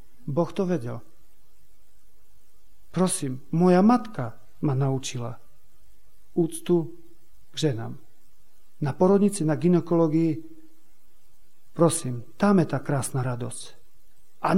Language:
Slovak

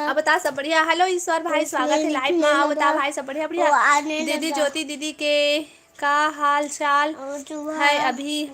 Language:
Chhattisgarhi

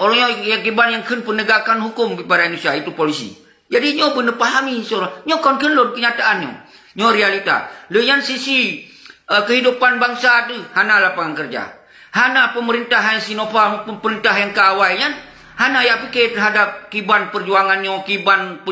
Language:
Achinese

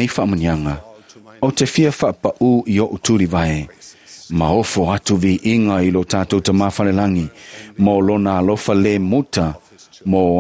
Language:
Samoan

